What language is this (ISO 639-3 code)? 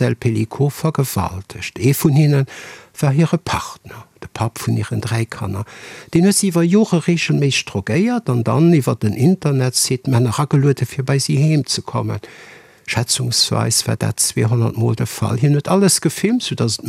ltz